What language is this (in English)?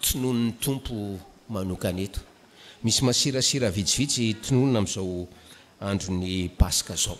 Malagasy